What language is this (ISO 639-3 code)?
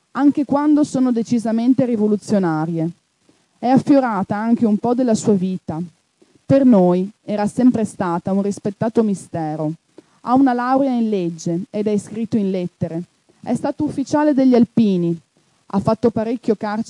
ita